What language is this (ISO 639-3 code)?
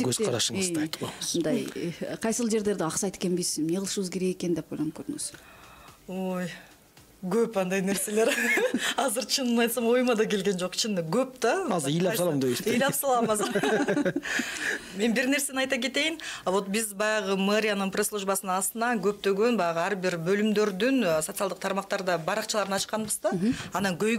kir